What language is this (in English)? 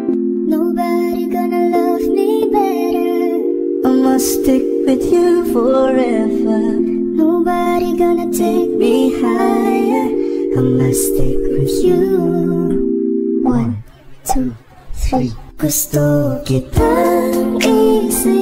Filipino